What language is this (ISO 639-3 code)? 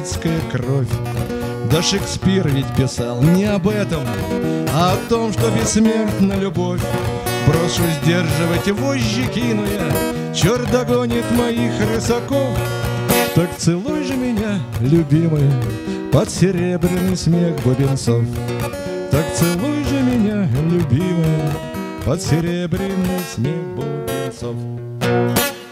rus